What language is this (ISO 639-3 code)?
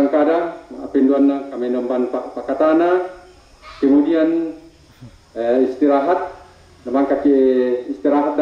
sda